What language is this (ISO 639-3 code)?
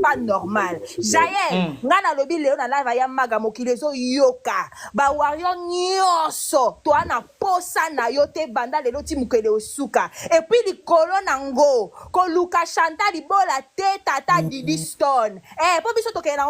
lin